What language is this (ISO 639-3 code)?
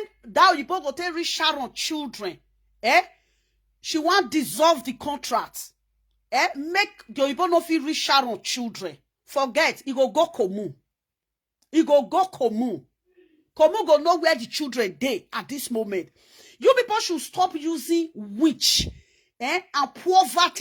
pcm